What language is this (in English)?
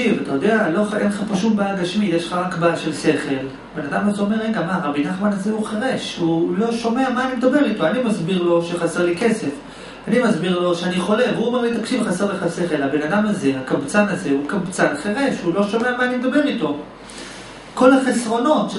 Hebrew